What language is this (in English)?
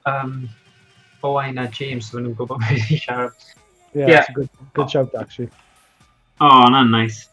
Welsh